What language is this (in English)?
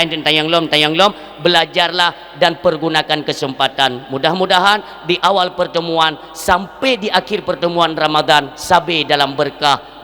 Achinese